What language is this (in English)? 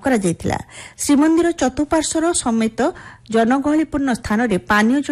Odia